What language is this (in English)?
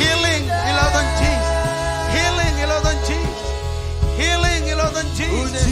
Marshallese